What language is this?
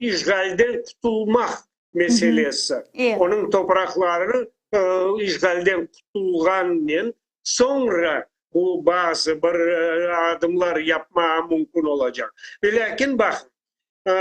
Crimean Tatar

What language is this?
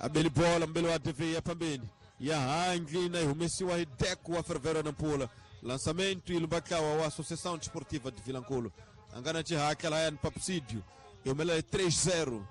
Tsonga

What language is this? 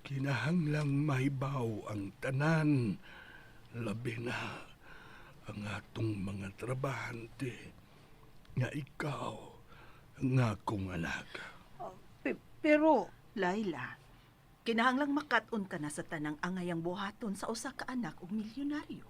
Cebuano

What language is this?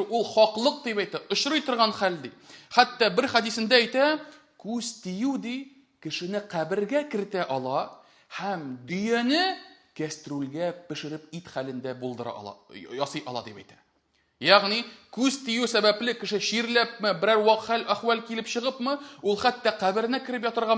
Tatar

